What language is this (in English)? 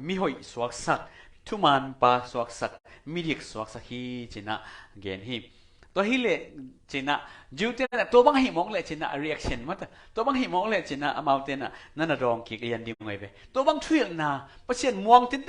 Tedim Chin